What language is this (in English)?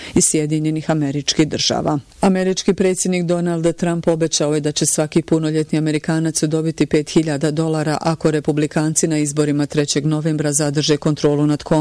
Bosnian